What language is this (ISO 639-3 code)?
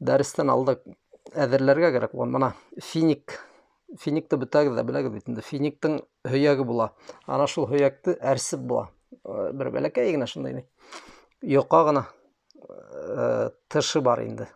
bak